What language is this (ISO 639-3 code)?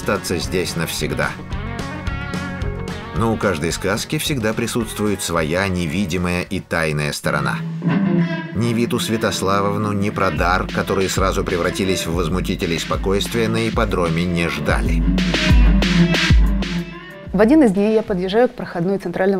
rus